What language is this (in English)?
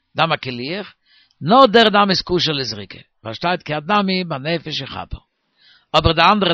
Yiddish